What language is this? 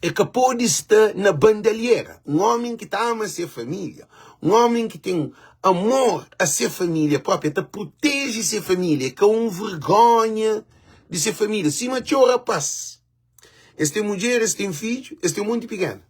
Kabuverdianu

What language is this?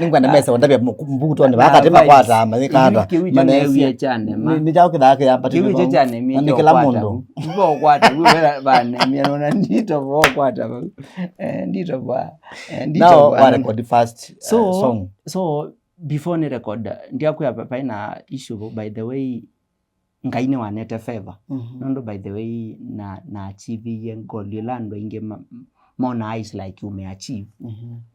Kamba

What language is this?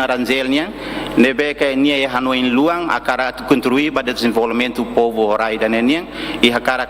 Tetum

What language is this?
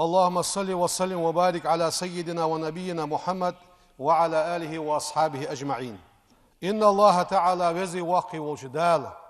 Ingush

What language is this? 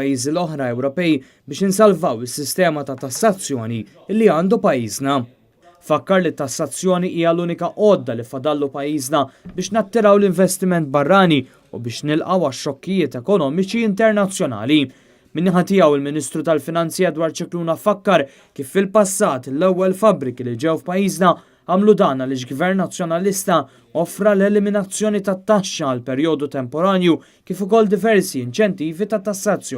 Maltese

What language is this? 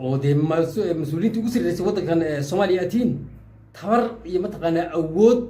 Somali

